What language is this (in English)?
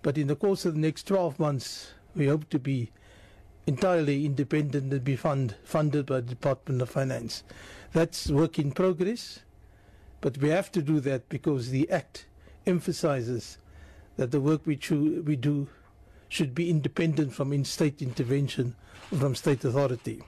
English